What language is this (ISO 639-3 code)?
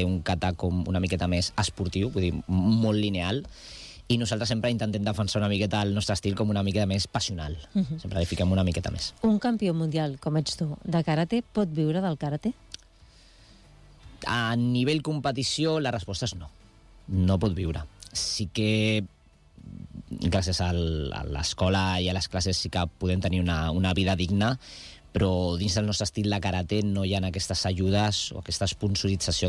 cat